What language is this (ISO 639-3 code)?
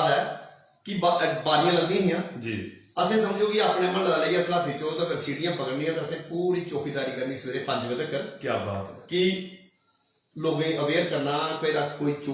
doi